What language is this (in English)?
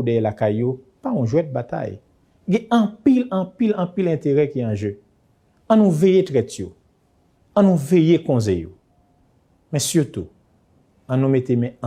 Haitian Creole